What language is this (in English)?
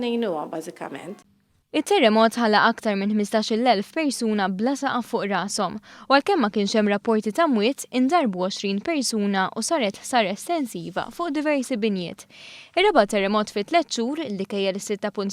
Maltese